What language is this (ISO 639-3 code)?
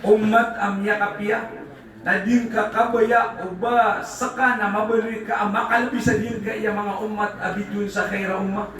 mrw